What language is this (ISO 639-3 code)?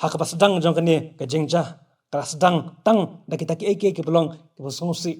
kha